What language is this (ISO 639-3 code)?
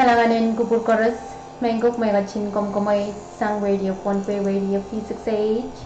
pon